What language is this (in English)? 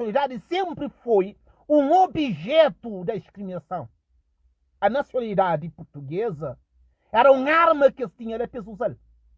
Kabuverdianu